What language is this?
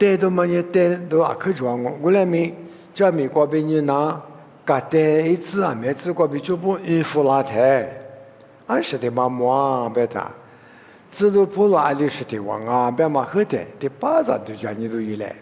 Lisu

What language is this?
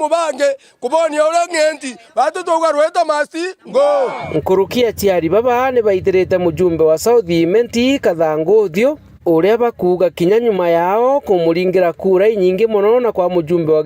Meru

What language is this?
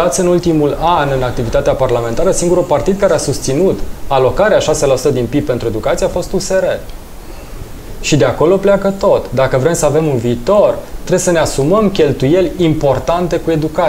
Romanian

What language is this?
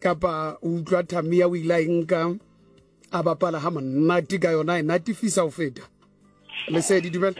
Southern Sotho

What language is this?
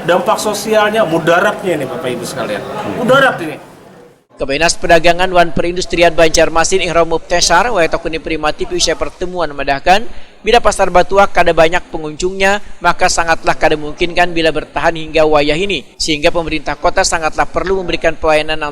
Banjar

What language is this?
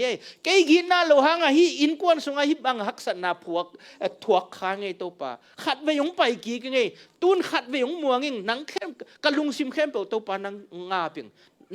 Tedim Chin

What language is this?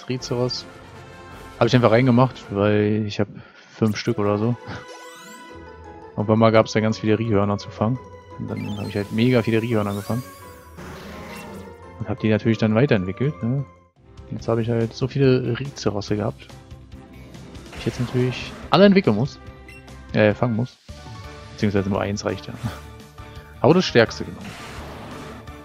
German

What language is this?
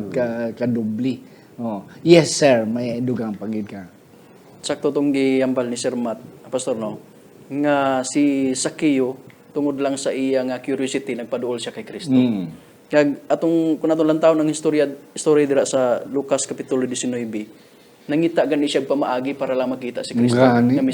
Hiligaynon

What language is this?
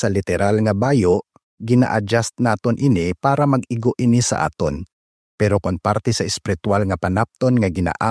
Hiligaynon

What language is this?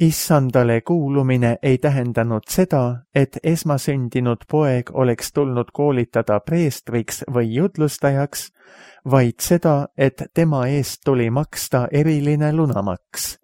Estonian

